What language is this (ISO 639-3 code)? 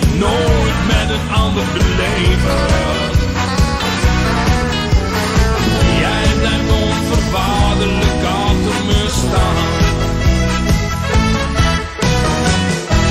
nld